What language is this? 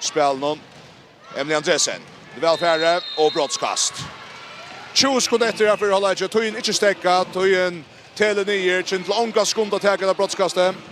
Faroese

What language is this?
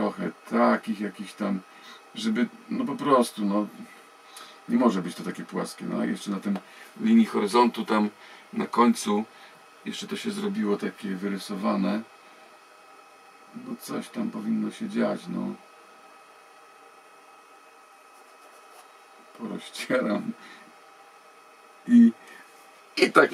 Polish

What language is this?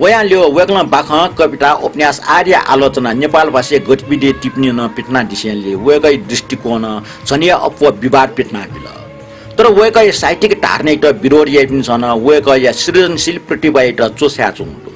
Newari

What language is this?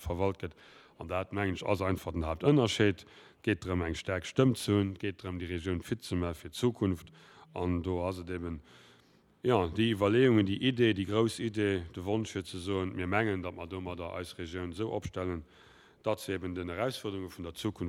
Luxembourgish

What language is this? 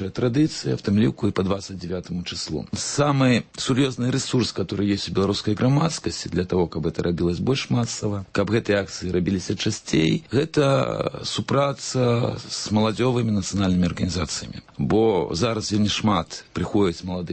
Belarusian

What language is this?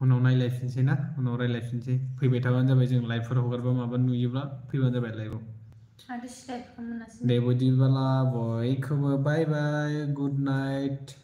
Bodo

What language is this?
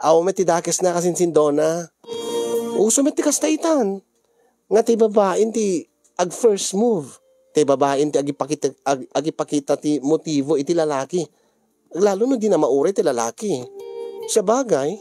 Iloko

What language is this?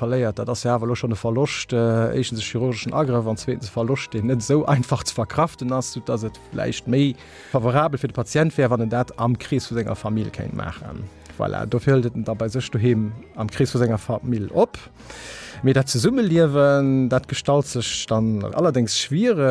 Luxembourgish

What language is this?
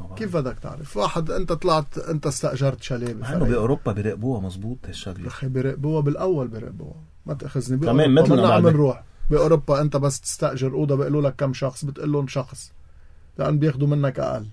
North Levantine Arabic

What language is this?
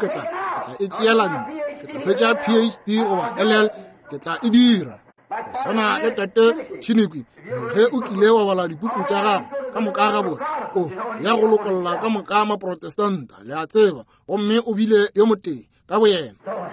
Northern Sotho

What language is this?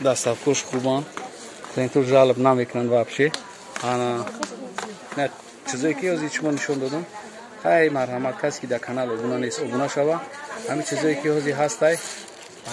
Tajik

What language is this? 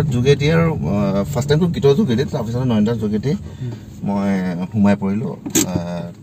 Assamese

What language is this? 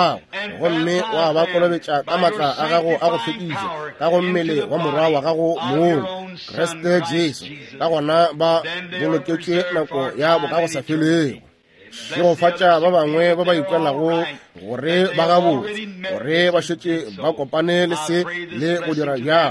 Northern Sotho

